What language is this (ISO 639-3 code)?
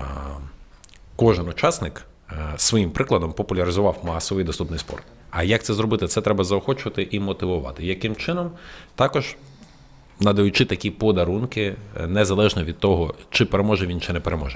ukr